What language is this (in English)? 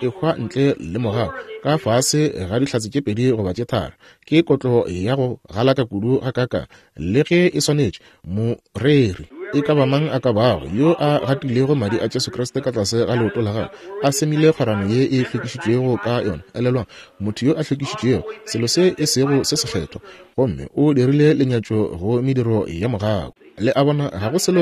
Northern Sotho